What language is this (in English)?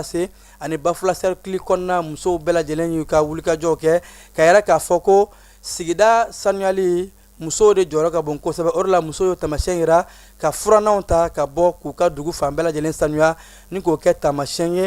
Bambara